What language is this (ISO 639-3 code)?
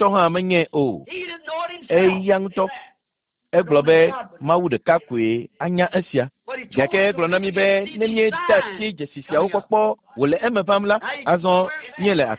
ewe